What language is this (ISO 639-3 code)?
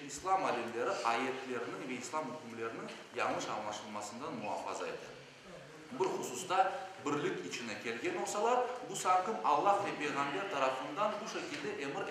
crh